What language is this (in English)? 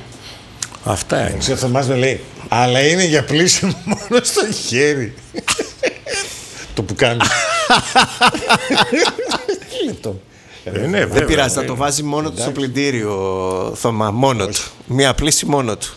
Greek